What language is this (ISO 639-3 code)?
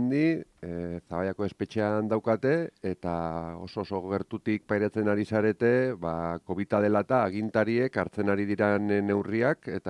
eus